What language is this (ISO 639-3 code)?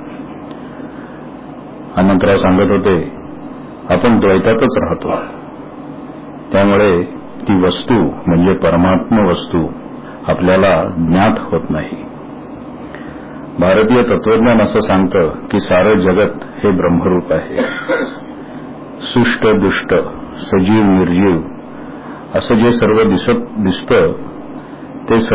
mar